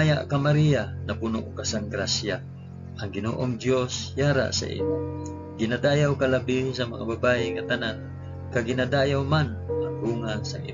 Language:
Hiligaynon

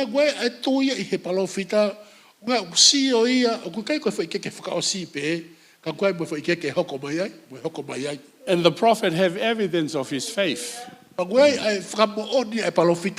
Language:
Tongan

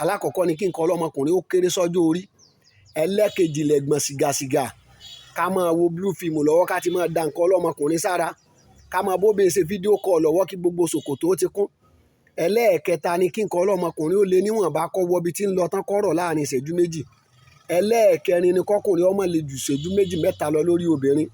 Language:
Yoruba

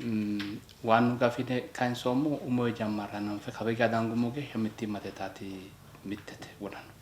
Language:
Sidamo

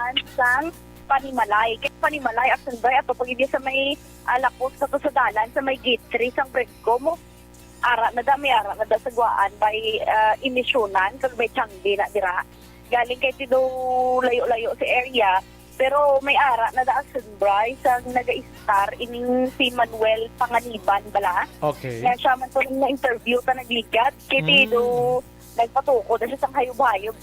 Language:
Hiligaynon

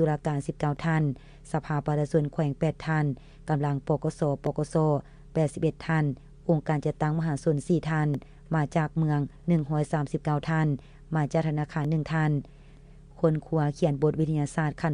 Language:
Lao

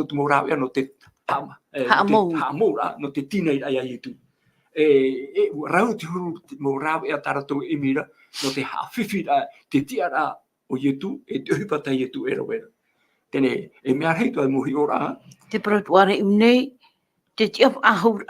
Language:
Tahitian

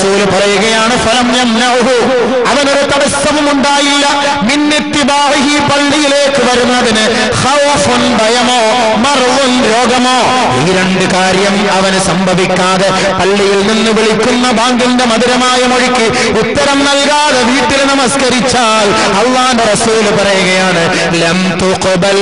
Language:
Malayalam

